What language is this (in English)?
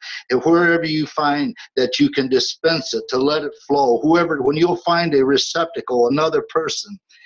English